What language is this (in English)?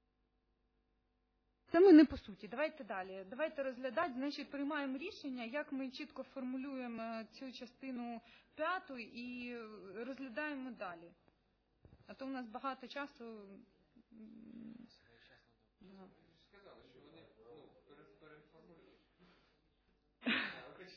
Ukrainian